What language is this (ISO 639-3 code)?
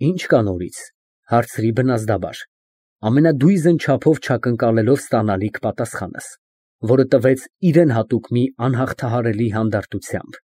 hye